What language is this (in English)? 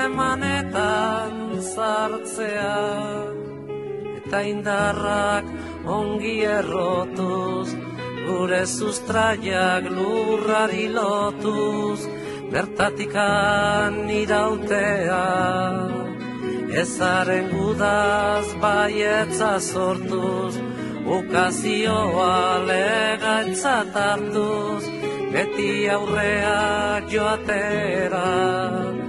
Basque